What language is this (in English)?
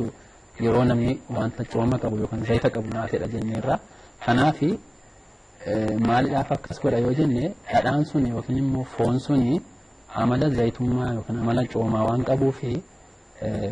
Oromo